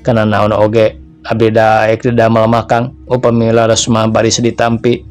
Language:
Sundanese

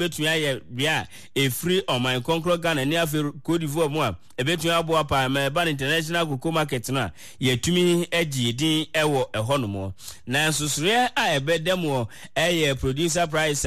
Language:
Akan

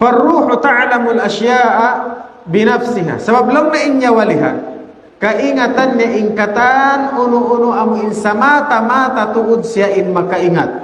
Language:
Tausug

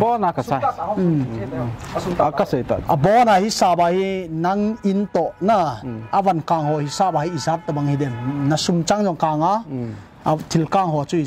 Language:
Paite Chin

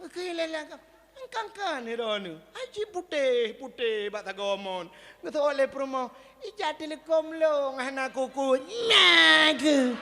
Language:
Achinese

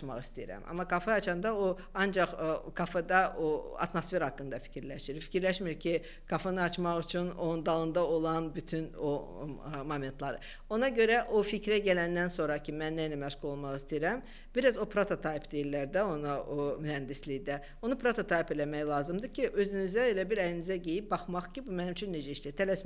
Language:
Azerbaijani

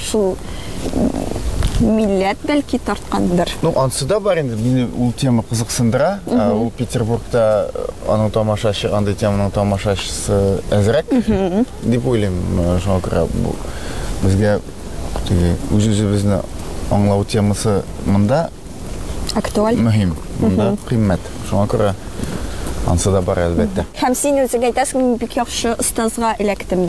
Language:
Tatar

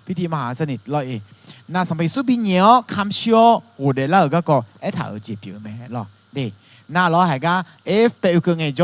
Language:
Akha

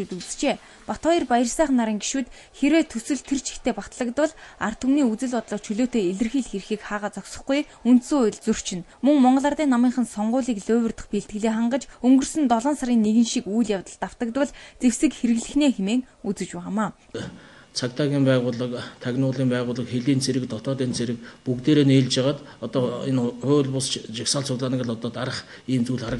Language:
Mongolian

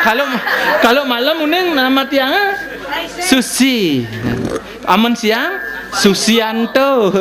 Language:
Balinese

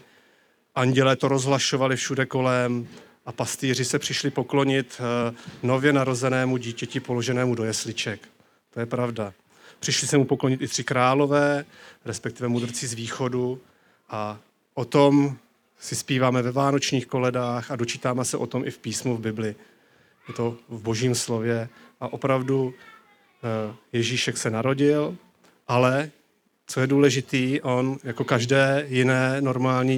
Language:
Czech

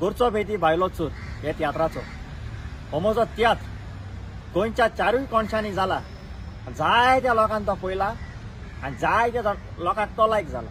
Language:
Konkani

